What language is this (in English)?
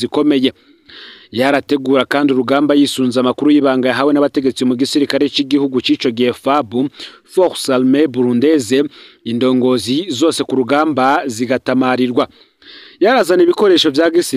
Rundi